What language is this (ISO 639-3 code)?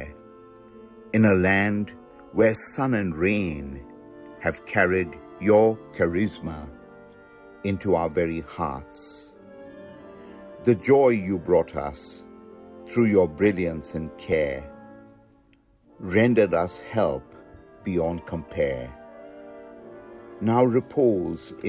eng